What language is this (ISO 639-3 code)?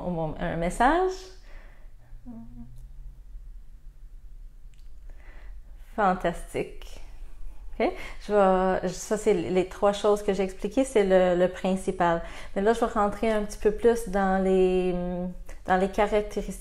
fra